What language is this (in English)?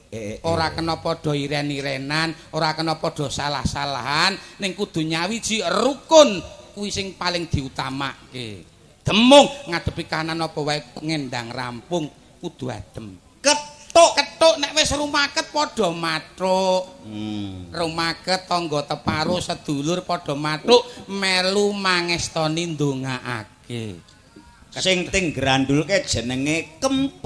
Javanese